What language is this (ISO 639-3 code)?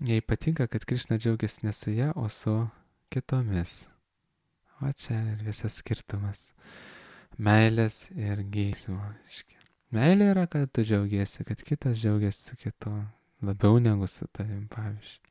lit